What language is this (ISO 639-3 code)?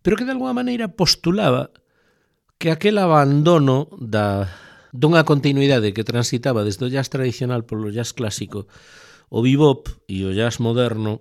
glg